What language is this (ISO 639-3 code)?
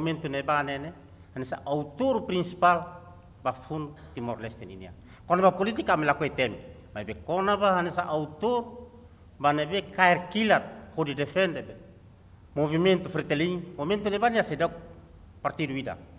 tet